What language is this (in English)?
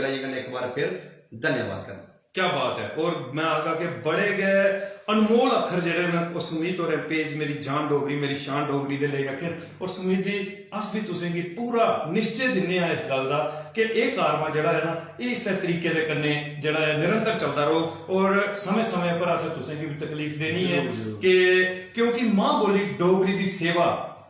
Dogri